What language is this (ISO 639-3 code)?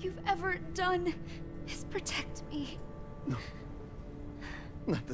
eng